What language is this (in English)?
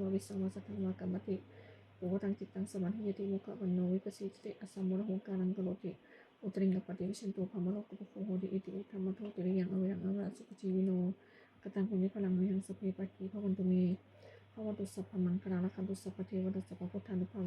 Pali